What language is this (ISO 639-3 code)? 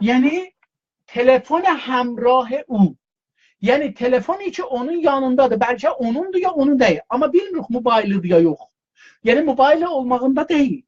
azb